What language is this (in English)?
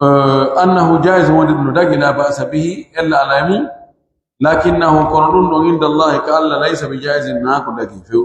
Pular